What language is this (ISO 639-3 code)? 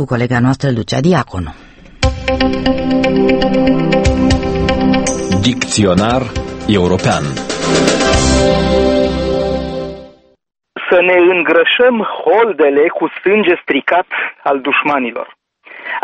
ron